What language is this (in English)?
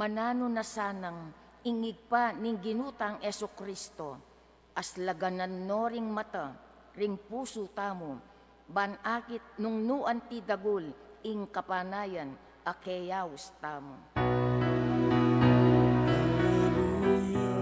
Pampanga